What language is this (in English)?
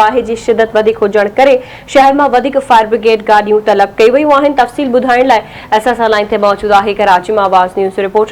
Sindhi